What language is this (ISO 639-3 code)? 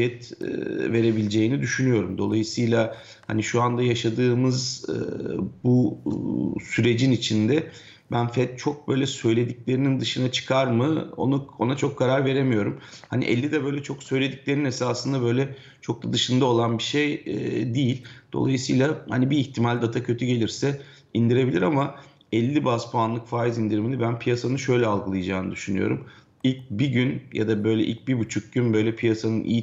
tur